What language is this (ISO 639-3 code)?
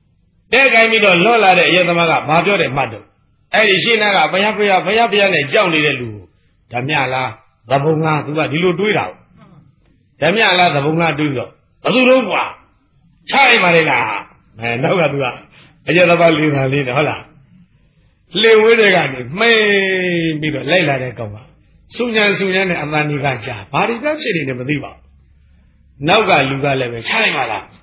mya